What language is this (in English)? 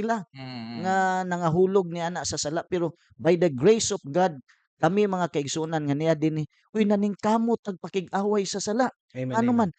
Cebuano